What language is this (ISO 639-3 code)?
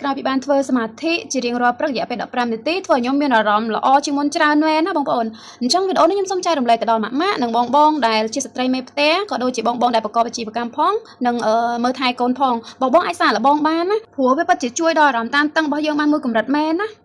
khm